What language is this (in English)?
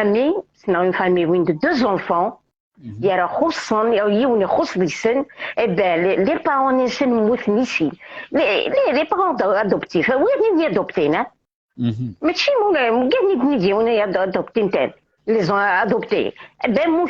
Kabyle